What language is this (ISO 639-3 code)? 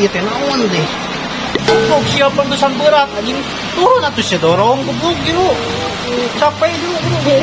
sun